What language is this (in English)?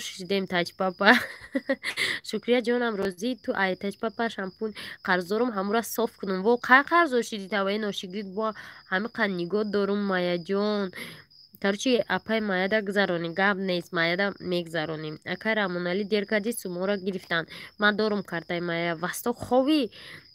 Tajik